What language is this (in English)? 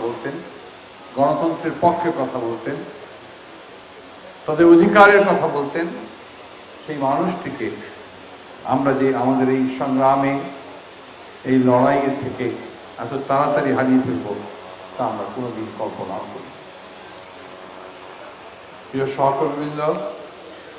Bangla